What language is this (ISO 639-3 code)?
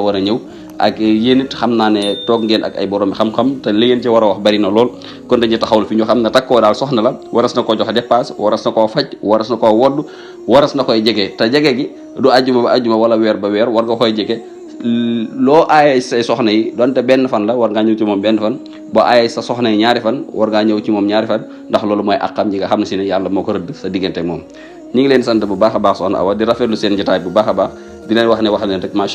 wol